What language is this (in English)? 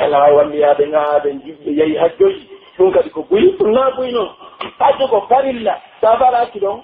Pular